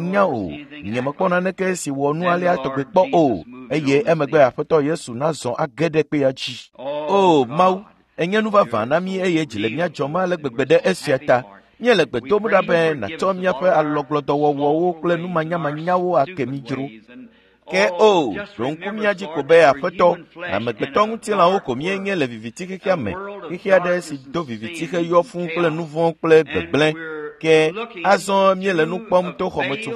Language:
Ewe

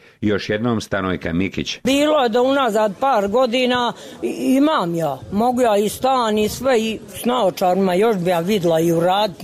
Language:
Serbian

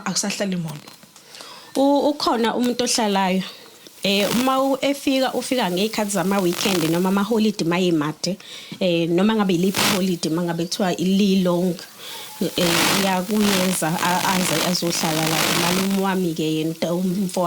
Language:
Zulu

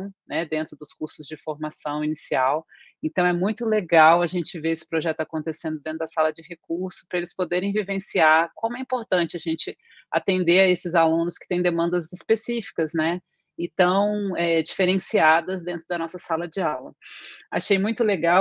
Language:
Portuguese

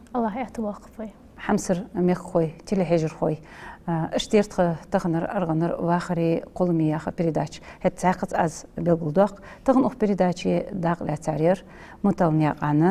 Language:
Ingush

